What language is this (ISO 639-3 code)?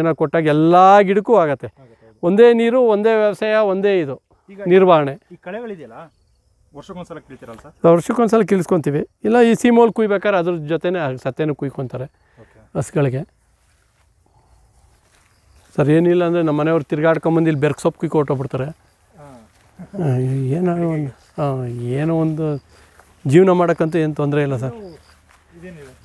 kan